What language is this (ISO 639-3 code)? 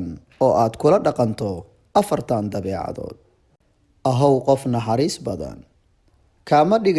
som